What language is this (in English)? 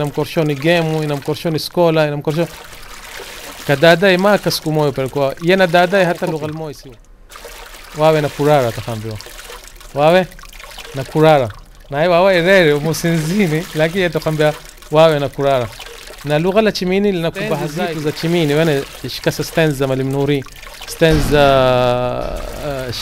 Swahili